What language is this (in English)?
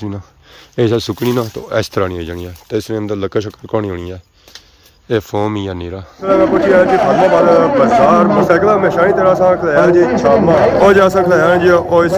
Pahari-Potwari